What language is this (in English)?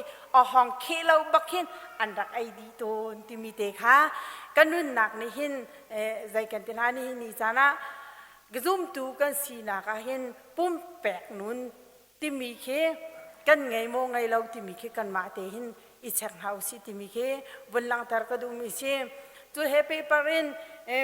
Hakha Chin